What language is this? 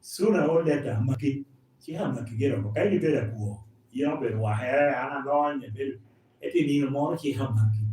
Lango (Uganda)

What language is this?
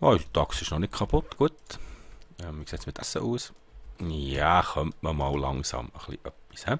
Swiss German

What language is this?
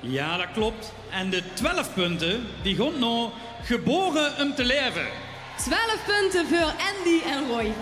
Limburgish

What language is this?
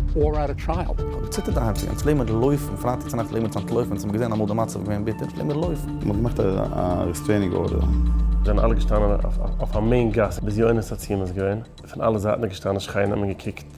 Yiddish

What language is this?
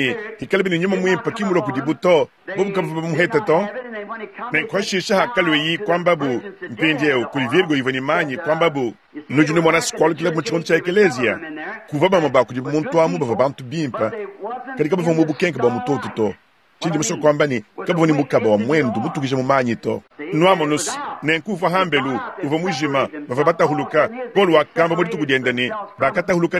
Luba-Lulua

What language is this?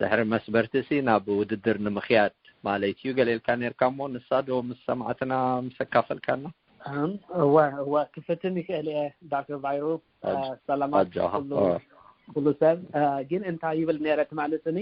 Tigrinya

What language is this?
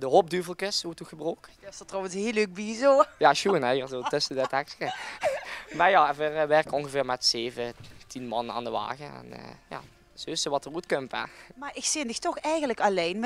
Limburgish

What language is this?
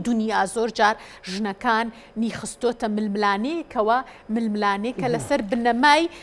Central Kurdish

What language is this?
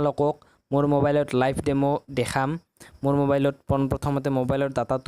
Assamese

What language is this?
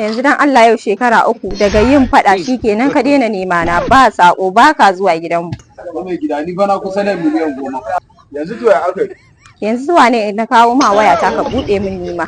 Hausa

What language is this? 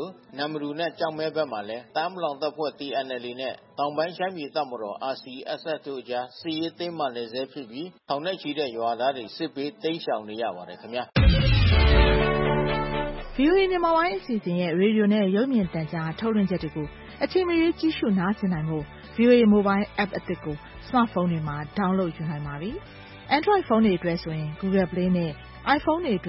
Burmese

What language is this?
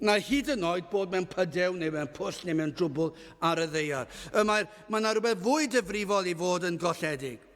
Welsh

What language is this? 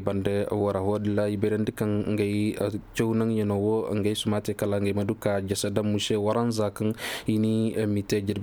Koyraboro Senni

